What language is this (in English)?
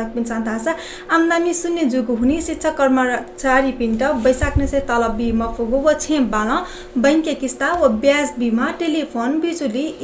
Newari